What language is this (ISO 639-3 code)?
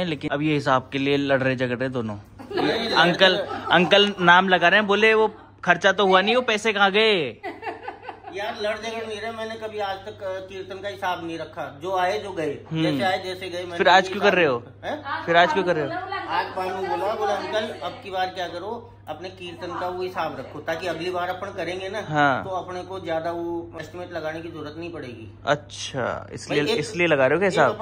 hin